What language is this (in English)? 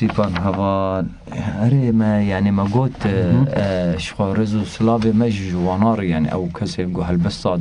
Kurdish